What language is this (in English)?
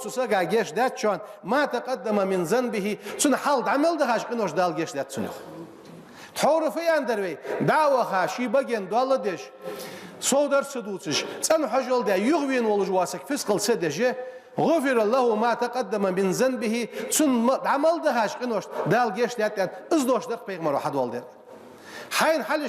Ingush